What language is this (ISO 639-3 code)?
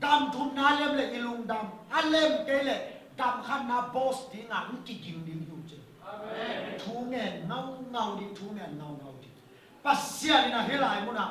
ctd